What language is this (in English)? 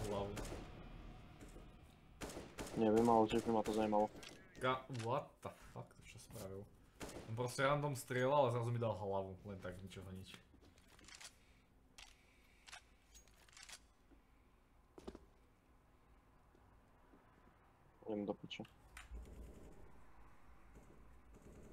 Slovak